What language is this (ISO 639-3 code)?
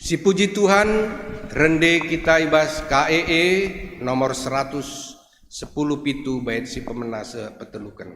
btx